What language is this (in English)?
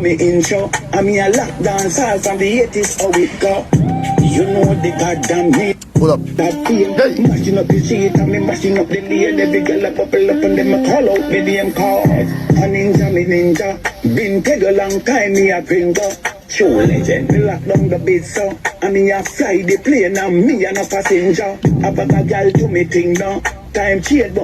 Jamaican Creole English